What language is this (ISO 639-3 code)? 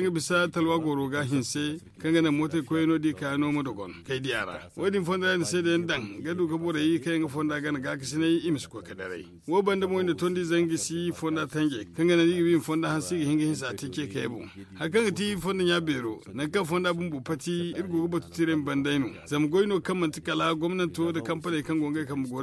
dje